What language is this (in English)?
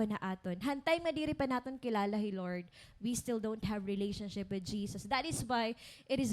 Waray